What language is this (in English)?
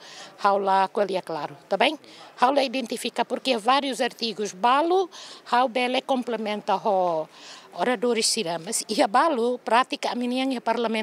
Tetum